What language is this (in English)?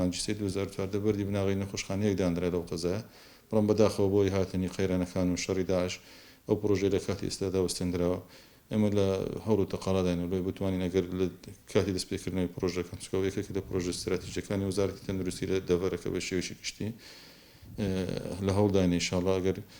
Central Kurdish